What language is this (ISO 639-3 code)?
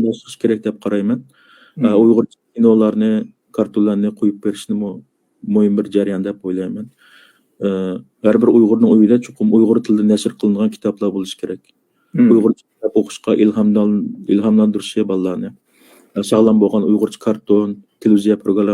uig